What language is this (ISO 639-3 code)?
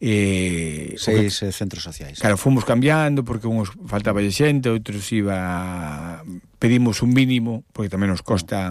glg